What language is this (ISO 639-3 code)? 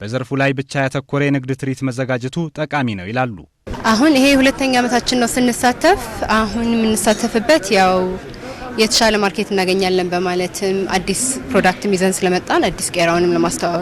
amh